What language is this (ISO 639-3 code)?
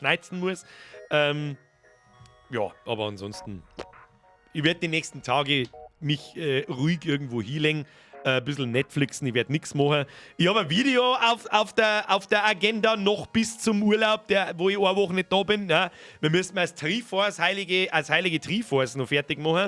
bar